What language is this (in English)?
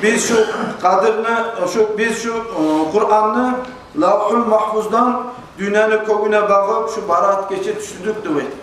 Kumyk